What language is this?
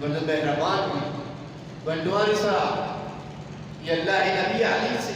Eastern Balochi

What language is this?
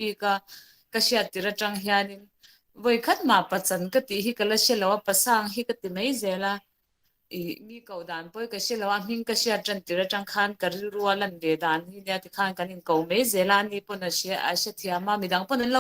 Mizo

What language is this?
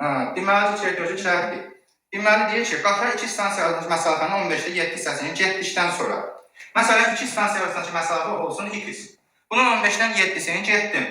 Azerbaijani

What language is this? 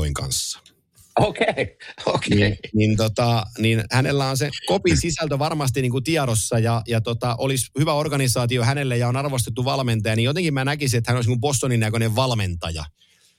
Finnish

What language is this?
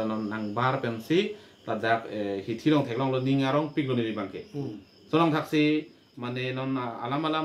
Karbi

